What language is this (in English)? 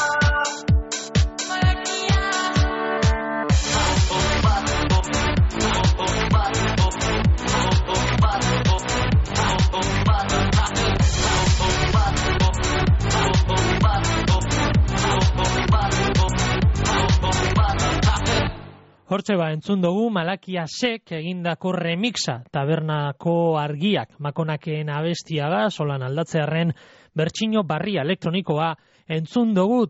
Basque